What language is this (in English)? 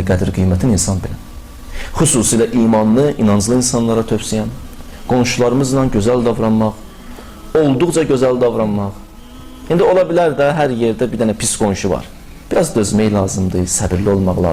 Azerbaijani